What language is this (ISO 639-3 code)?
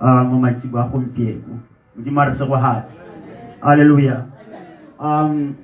tsn